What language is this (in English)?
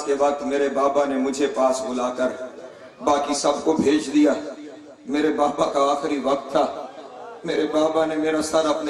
Urdu